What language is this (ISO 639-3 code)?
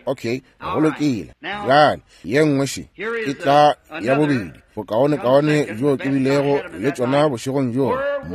nso